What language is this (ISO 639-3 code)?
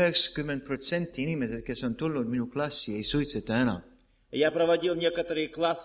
est